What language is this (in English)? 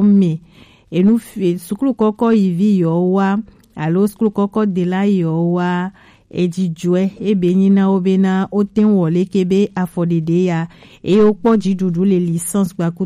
Gen